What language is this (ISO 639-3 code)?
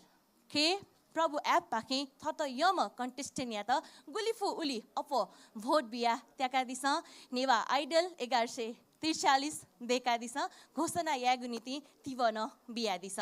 new